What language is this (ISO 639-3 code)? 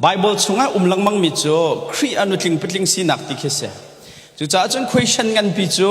cnh